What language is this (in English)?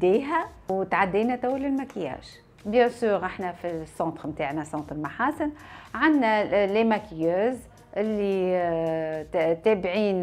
Tunisian Arabic